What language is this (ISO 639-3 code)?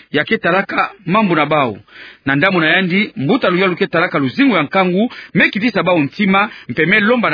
ktu